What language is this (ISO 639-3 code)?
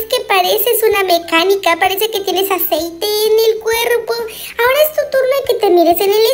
spa